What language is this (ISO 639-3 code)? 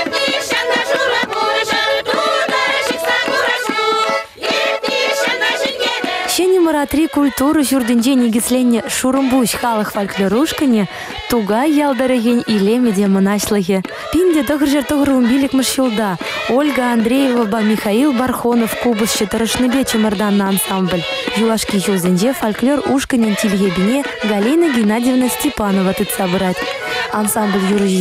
chv